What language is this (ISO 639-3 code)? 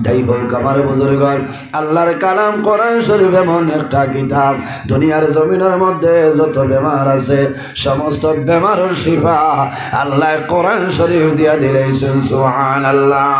syl